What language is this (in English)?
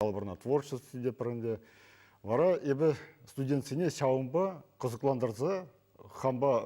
Chuvash